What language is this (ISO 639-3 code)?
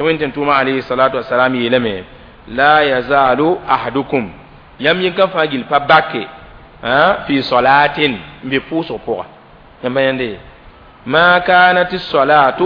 mos